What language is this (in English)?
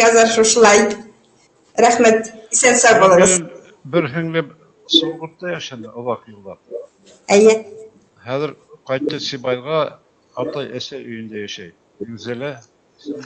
Bashkir